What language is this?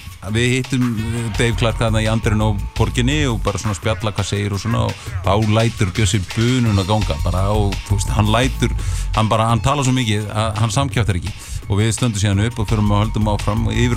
Icelandic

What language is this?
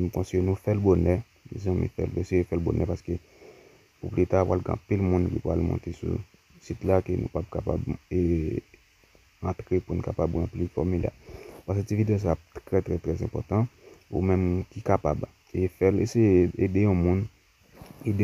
Haitian Creole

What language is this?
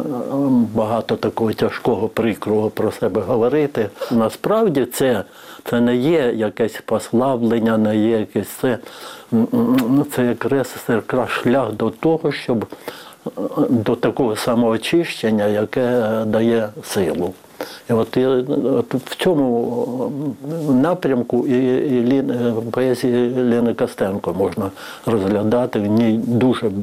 Ukrainian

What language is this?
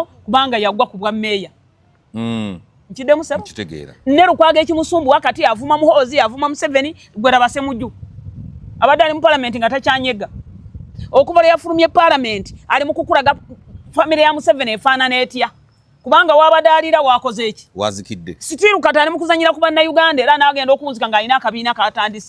Ganda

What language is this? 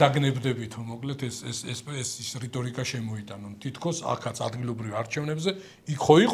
Georgian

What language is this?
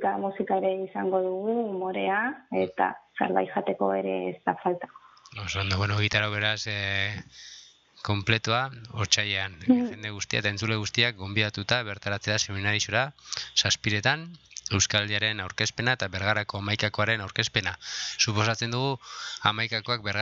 Basque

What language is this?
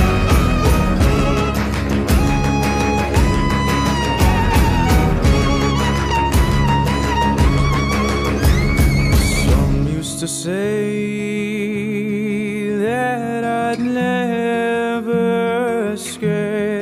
English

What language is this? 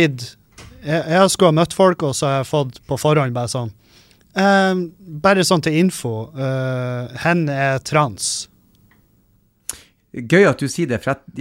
Norwegian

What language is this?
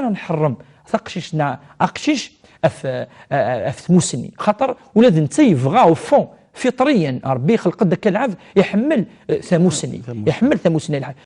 Kabyle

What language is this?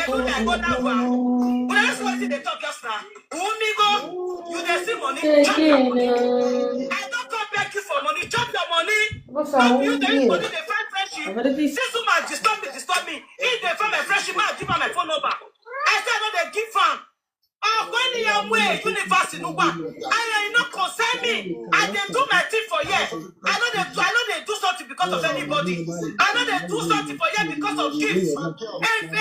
Nigerian Pidgin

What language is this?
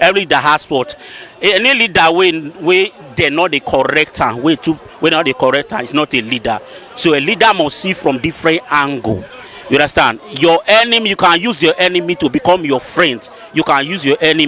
Nigerian Pidgin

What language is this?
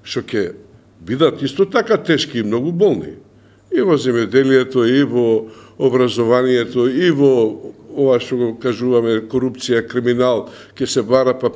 Macedonian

